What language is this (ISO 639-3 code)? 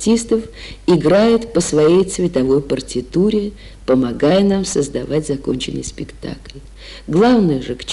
rus